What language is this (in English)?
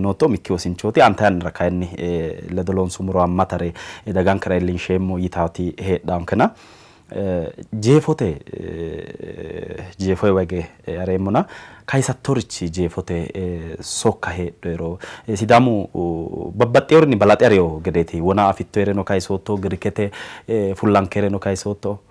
Sidamo